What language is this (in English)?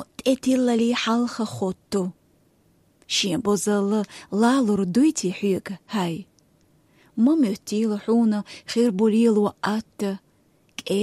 Chechen